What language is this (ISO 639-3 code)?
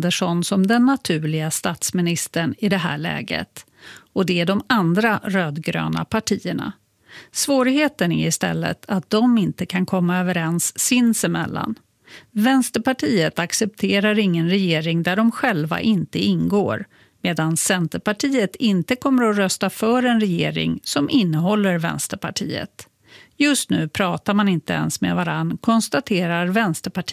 swe